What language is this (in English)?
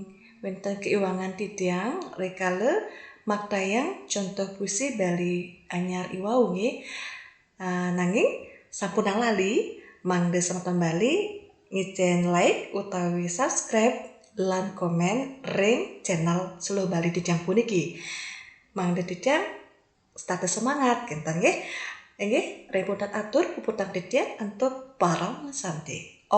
Balinese